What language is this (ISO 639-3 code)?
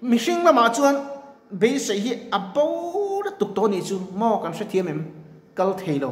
lus